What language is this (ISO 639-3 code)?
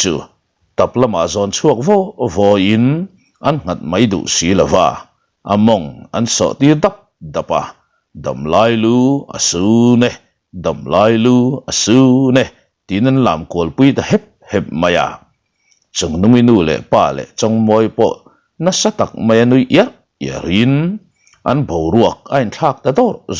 lus